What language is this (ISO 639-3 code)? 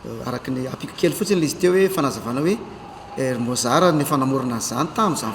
mlg